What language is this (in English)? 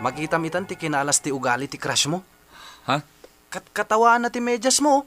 Iloko